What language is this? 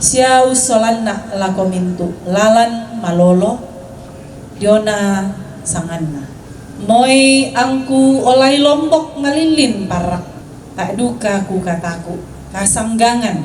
Toraja-Sa'dan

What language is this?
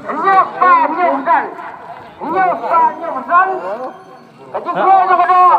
Khasi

